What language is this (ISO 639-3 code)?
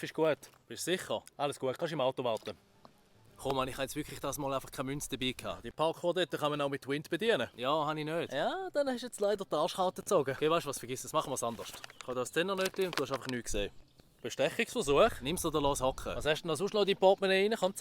gsw